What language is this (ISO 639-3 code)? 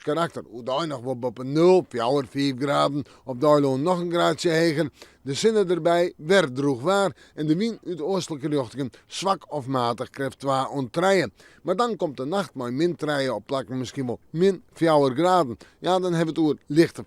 fry